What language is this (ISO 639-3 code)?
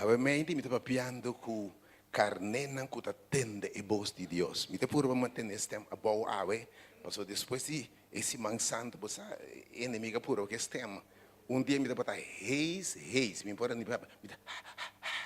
pap